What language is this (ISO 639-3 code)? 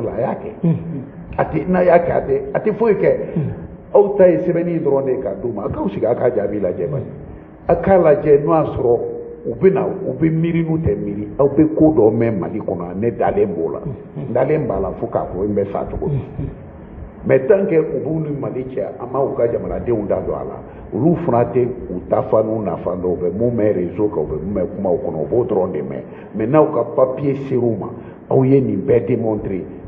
bam